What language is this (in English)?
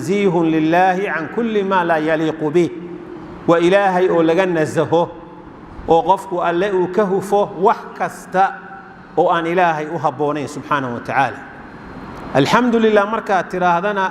Somali